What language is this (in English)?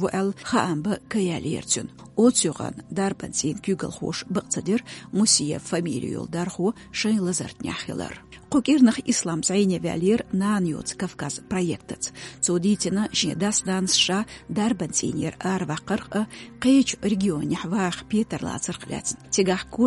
Chechen